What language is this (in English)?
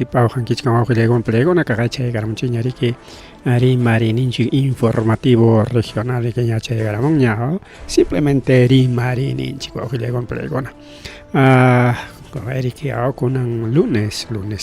Ayacucho Quechua